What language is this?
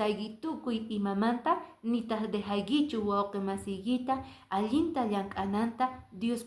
Quechua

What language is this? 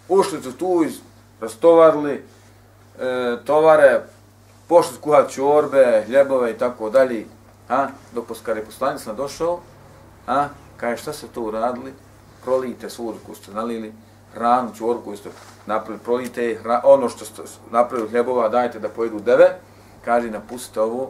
Bosnian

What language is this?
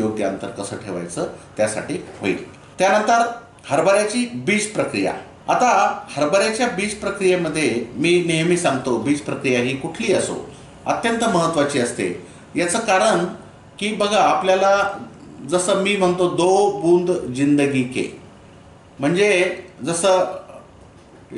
Marathi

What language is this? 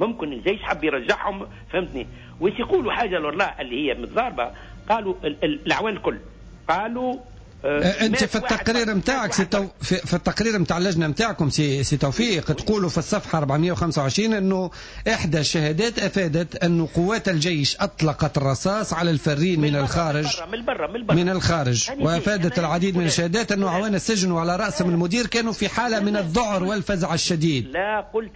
Tunisian Arabic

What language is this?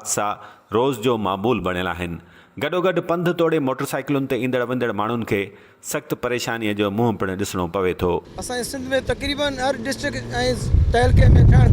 Sindhi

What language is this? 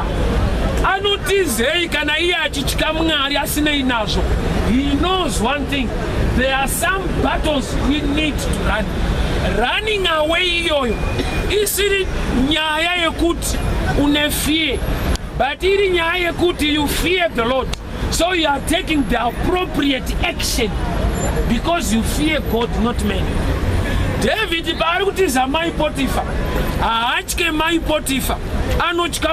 Shona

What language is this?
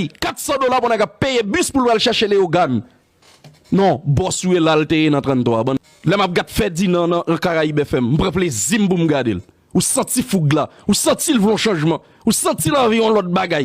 Haitian Creole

